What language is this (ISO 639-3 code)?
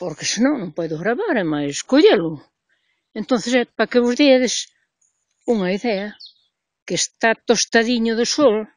glg